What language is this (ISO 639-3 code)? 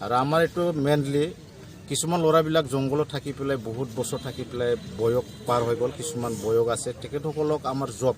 asm